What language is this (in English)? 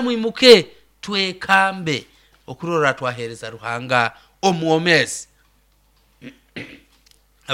Nyoro